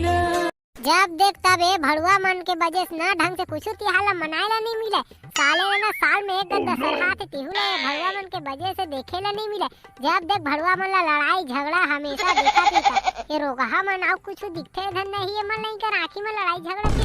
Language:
Chhattisgarhi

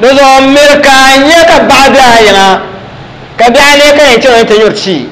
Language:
Dagbani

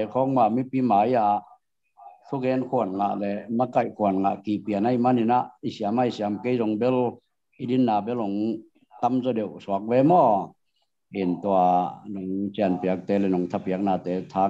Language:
Tedim Chin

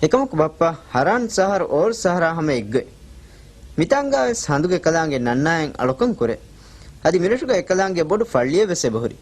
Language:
Divehi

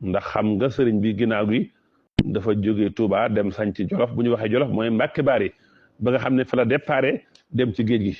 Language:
Wolof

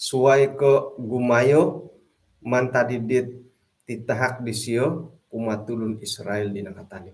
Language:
Central Dusun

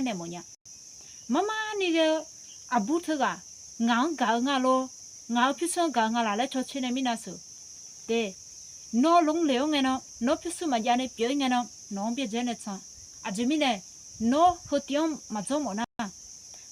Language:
Akha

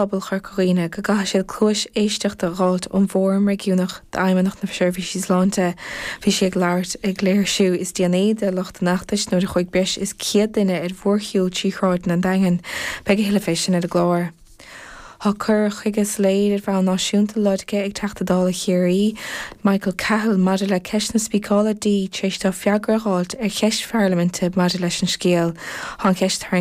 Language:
Irish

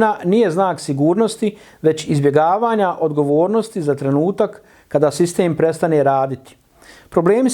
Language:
Bosnian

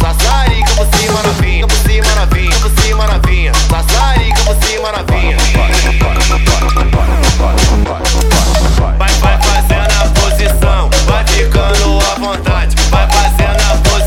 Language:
Portuguese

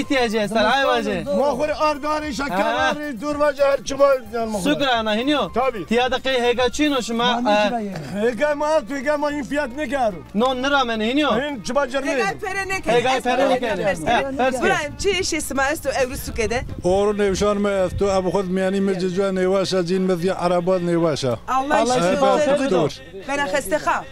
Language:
Zaza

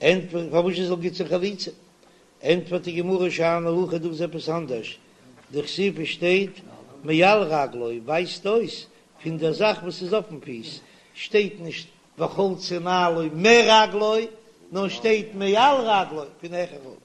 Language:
Yiddish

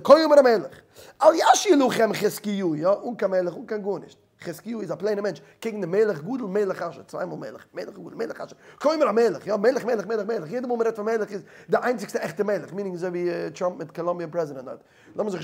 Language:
Yiddish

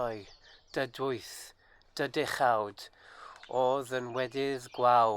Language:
Welsh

